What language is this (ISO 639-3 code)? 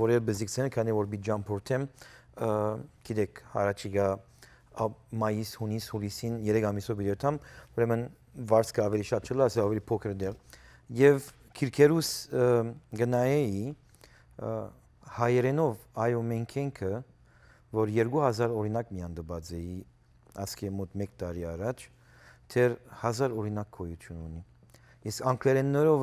hyw